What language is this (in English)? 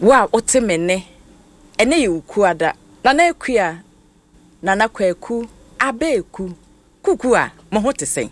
Akan